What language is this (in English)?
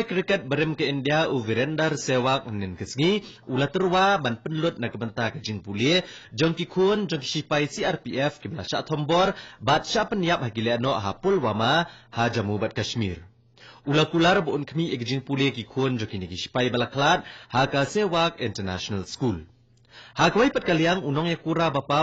Khasi